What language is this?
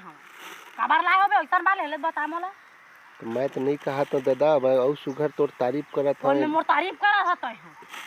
Chhattisgarhi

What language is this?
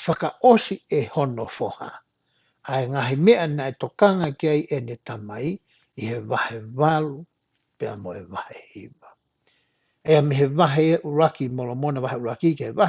Tongan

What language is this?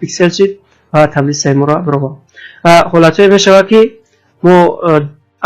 Tajik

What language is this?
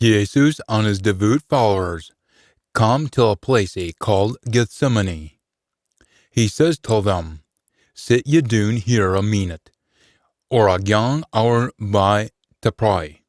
Scots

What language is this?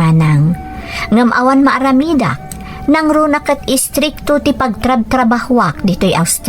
Iloko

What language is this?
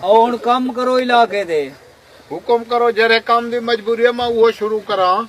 Saraiki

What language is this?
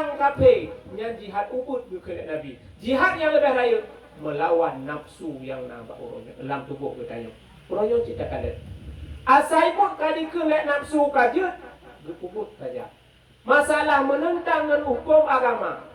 Achinese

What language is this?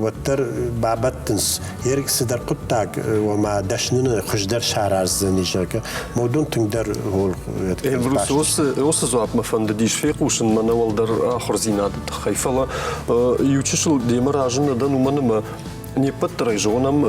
Ossetic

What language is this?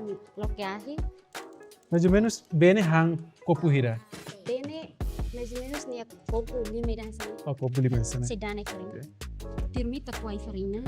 Tetum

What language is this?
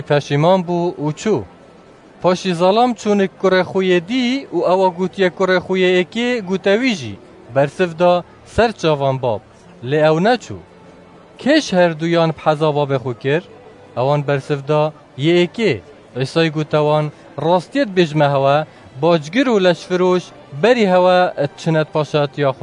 Kurdish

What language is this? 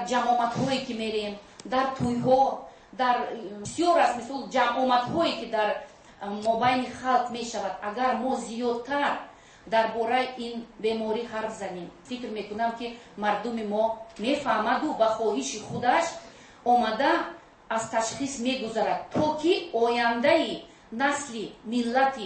Tajik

